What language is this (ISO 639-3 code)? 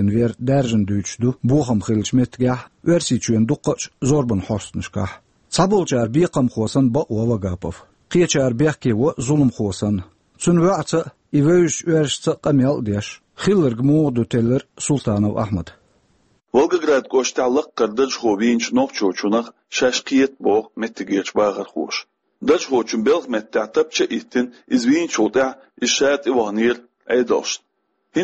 che